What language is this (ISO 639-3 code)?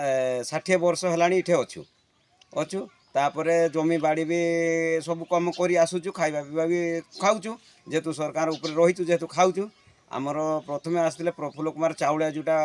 ori